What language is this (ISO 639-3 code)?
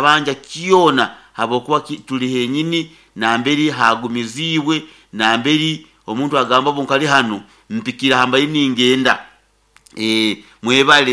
nyo